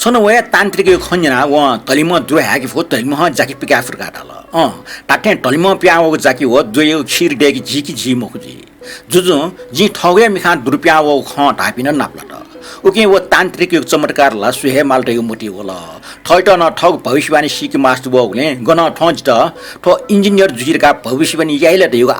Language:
Newari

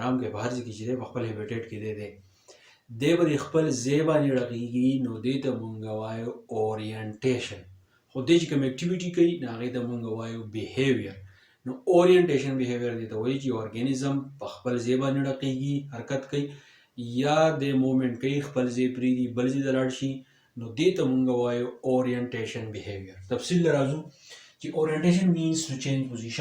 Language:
Pashto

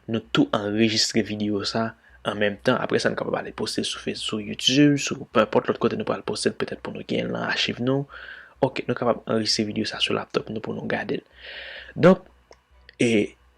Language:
Haitian Creole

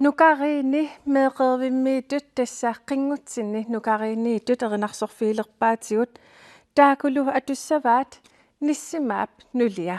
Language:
Kalaallisut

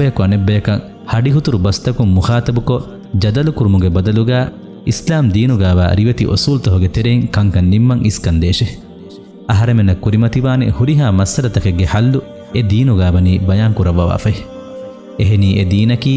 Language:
Divehi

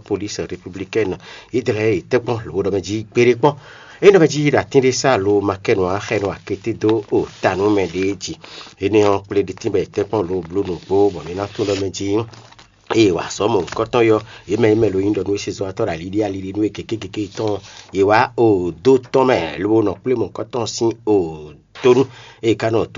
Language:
Fon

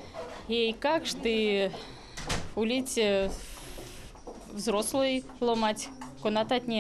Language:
Erzya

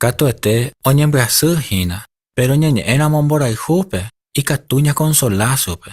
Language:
Guarani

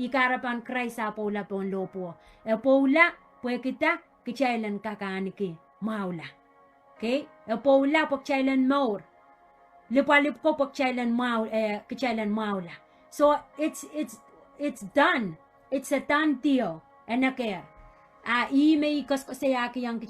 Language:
Pohnpeian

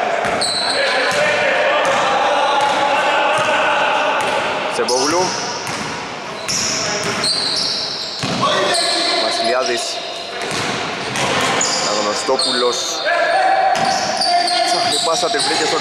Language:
Greek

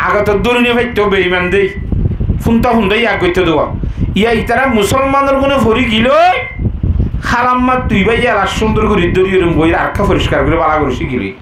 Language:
Rohingya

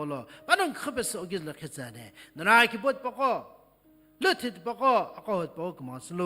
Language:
Sumi Naga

